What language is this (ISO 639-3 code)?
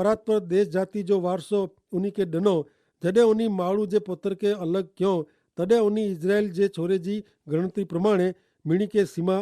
kfr